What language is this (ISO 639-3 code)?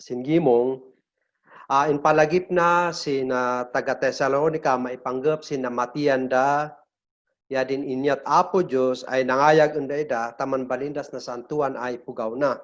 kne